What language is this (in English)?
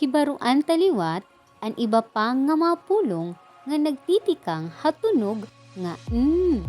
Waray